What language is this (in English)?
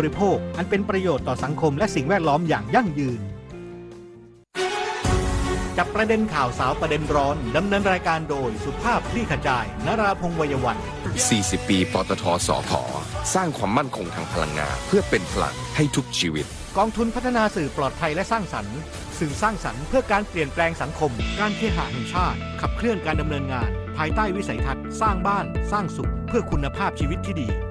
Thai